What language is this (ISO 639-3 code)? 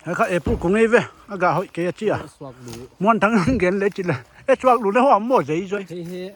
pck